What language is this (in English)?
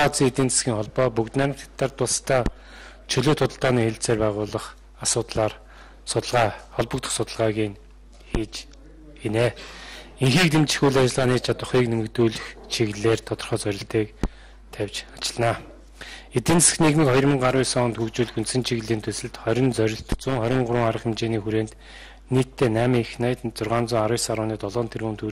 Mongolian